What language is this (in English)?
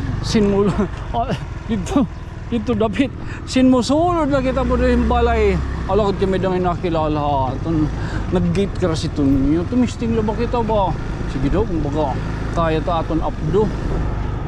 Waray